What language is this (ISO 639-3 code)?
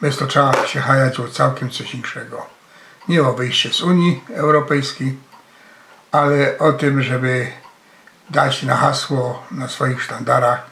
szl